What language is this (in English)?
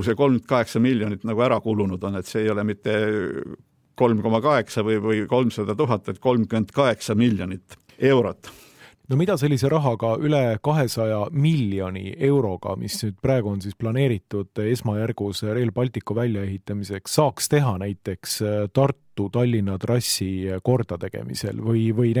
Estonian